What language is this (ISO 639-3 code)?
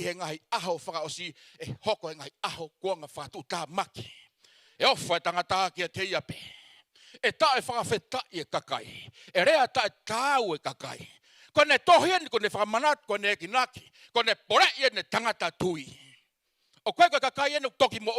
ton